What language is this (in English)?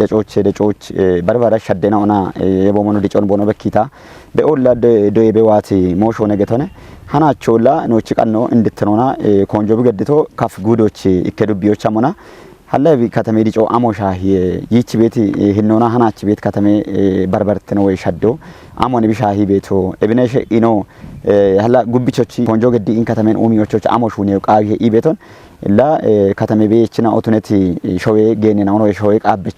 Kafa